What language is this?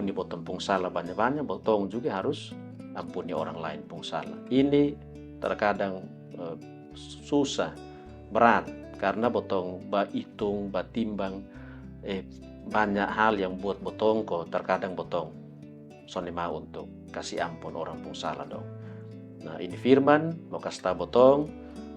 Kupang Malay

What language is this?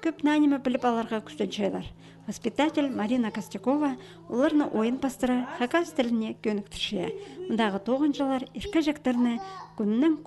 Khakas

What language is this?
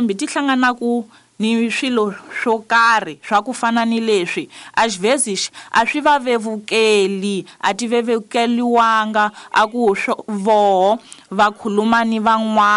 Tsonga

